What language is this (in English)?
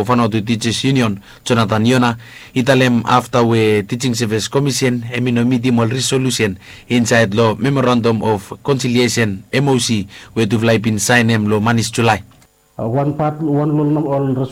Bislama